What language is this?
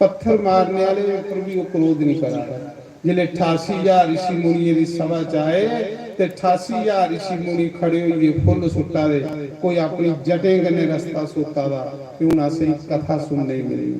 Dogri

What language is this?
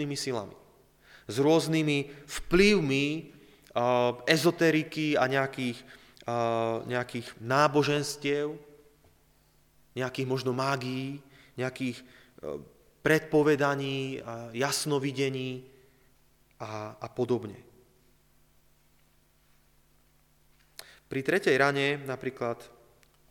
Slovak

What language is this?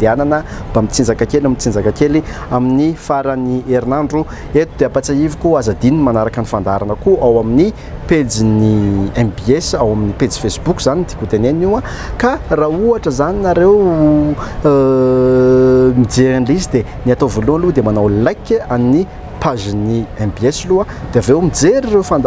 Malagasy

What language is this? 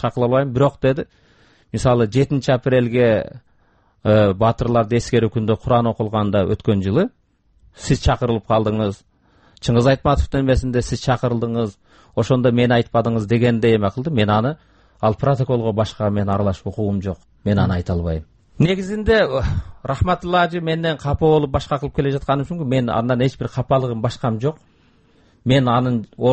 Kyrgyz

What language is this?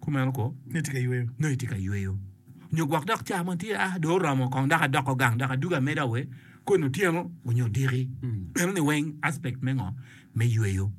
Acoli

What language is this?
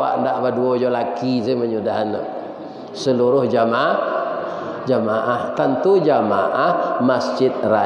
Minangkabau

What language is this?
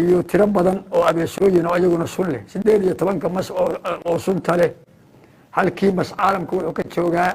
Somali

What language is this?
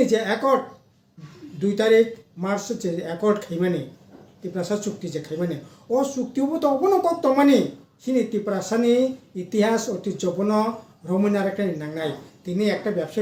Kok Borok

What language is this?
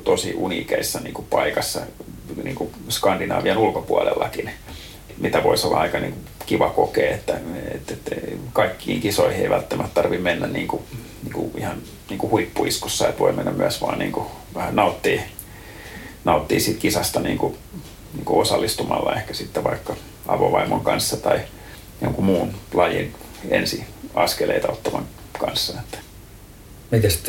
Finnish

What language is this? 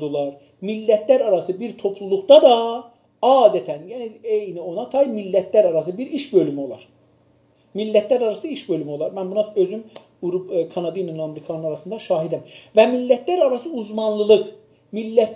South Azerbaijani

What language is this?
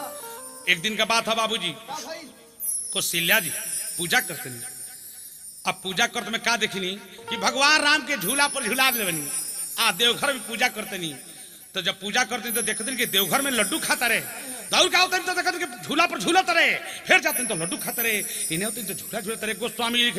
Bhojpuri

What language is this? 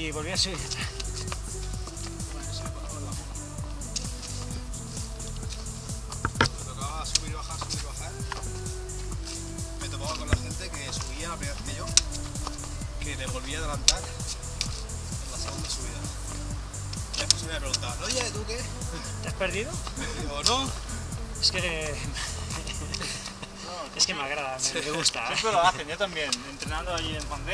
Spanish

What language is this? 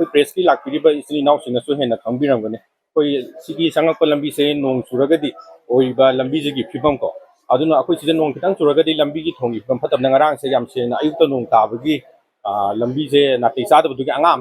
Manipuri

